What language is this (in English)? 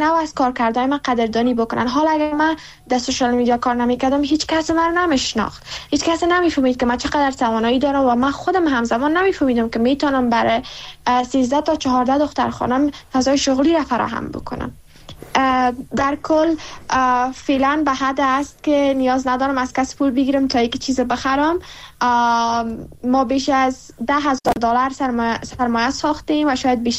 Persian